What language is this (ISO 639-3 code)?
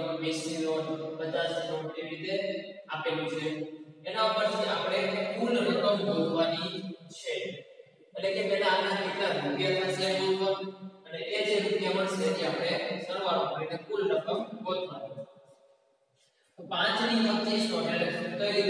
guj